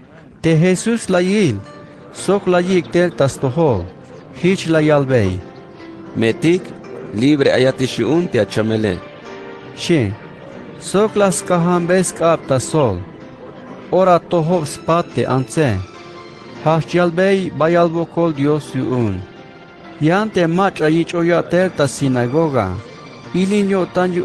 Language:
Tzeltal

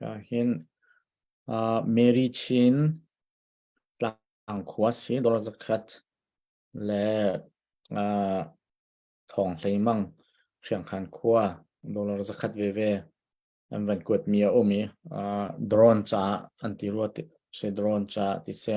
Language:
Hakha Chin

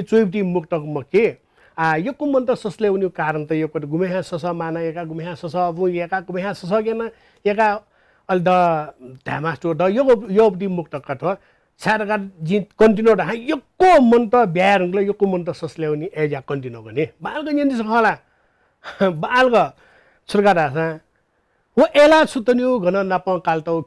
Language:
Newari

